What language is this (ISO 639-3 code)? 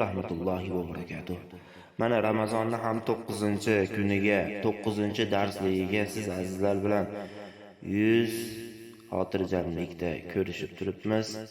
uzb